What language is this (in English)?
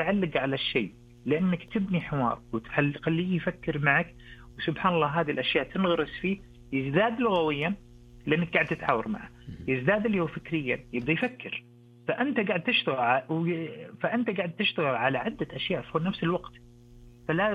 Najdi Arabic